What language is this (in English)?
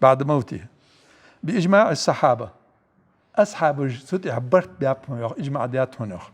Ingush